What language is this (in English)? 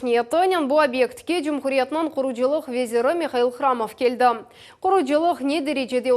Crimean Tatar